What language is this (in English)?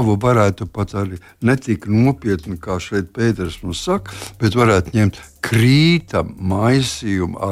Latvian